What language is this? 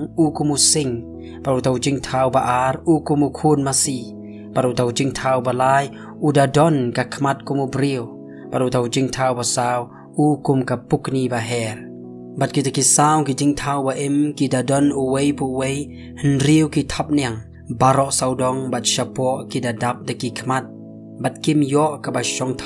Khasi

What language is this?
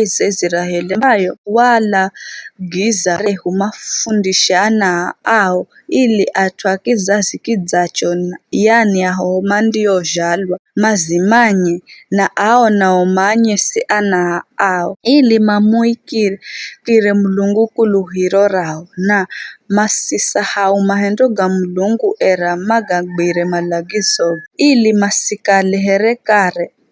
Giryama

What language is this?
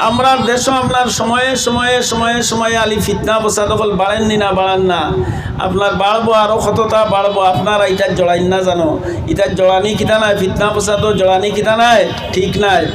Sylheti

